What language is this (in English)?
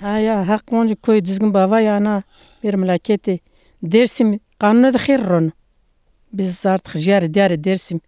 Zaza